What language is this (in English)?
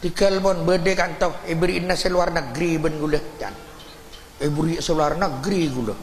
Madurese